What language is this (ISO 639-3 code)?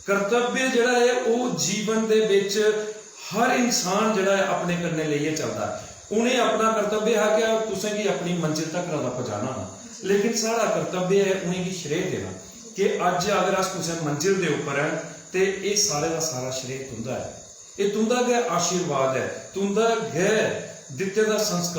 doi